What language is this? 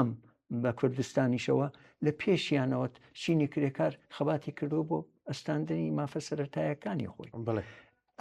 Central Kurdish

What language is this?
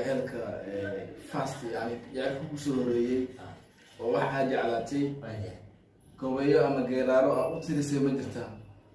Somali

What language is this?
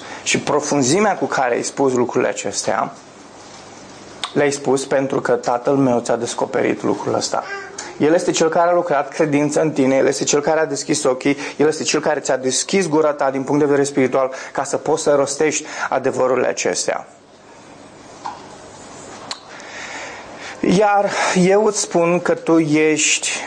Romanian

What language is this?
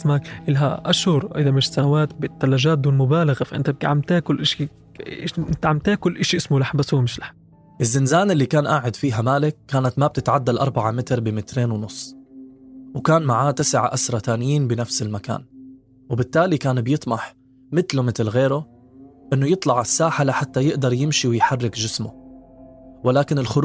North Levantine Arabic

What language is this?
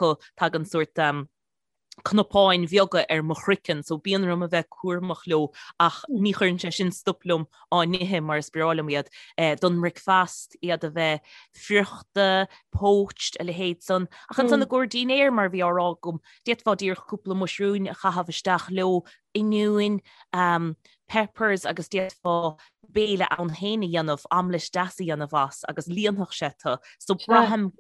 Irish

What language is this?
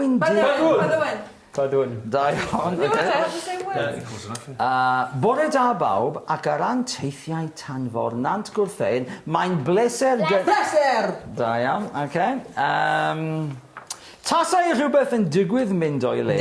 Welsh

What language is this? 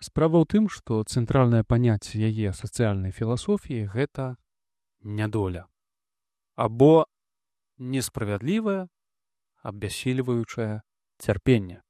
Belarusian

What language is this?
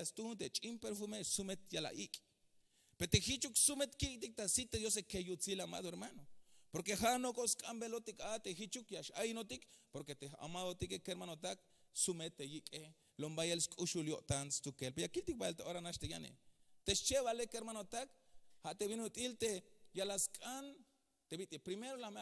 Tzeltal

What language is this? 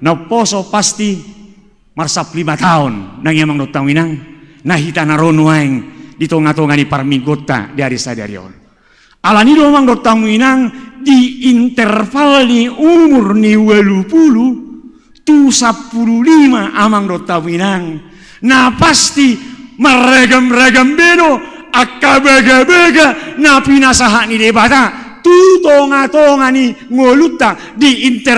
Batak Toba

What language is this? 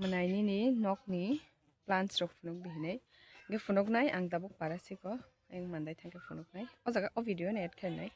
Kok Borok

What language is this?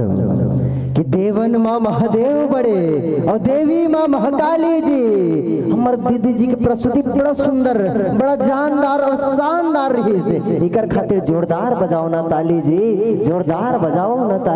Chhattisgarhi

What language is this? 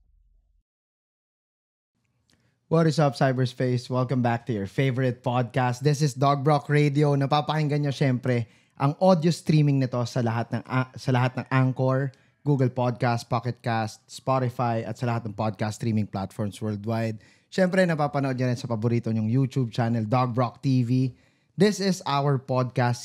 Filipino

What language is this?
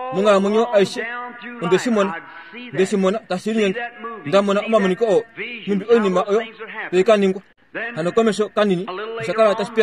Kuanyama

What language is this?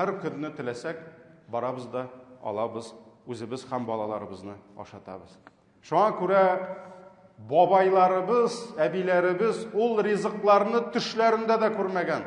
Tatar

